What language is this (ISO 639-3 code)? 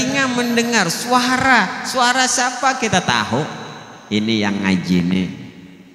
bjn